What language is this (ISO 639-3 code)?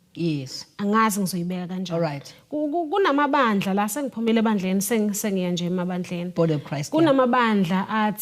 zul